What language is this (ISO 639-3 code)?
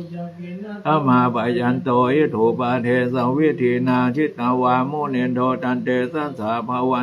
pli